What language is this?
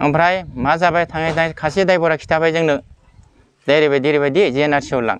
Bodo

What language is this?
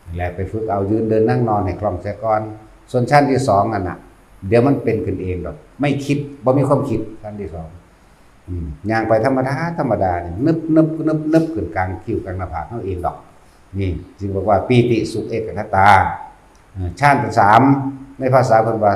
Northeastern Thai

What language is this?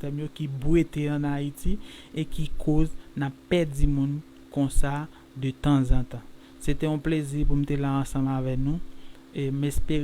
Haitian Creole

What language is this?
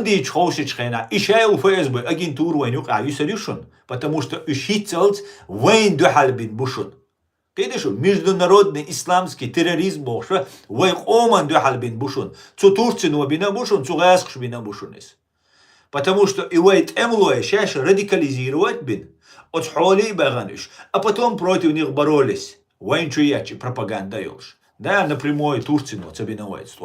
Chechen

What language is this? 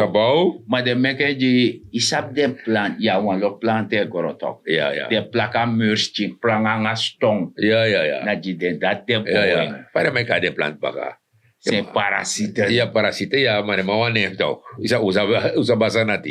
Sranan Tongo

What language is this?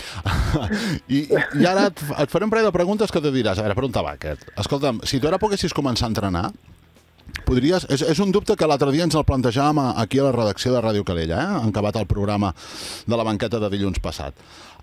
Catalan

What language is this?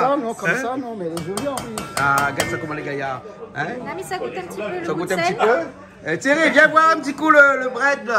Réunion Creole French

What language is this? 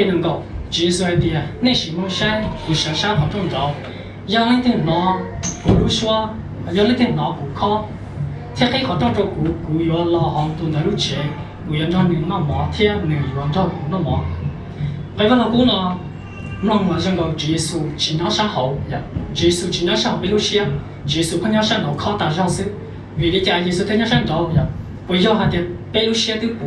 Hmong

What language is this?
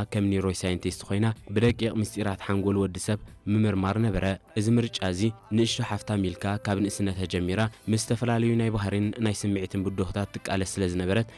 Tigrinya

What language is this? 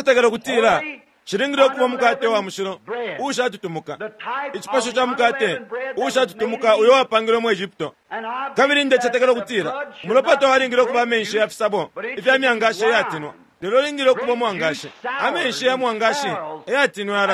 Bemba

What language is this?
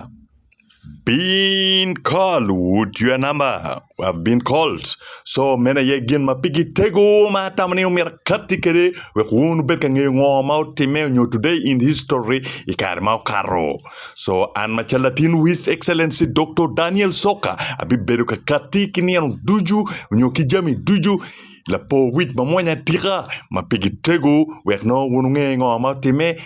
Acoli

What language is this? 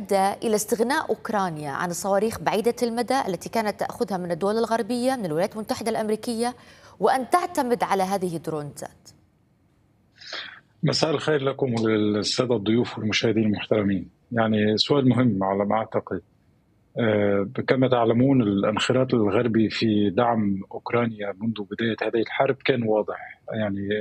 Arabic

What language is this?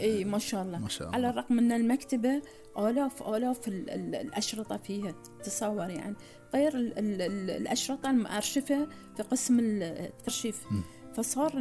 Gulf Arabic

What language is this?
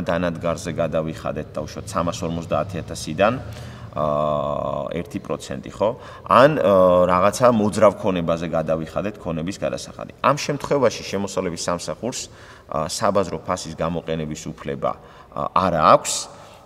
Georgian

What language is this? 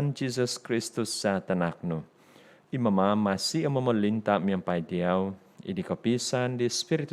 Central Dusun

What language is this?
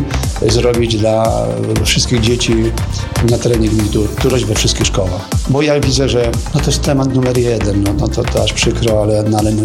Polish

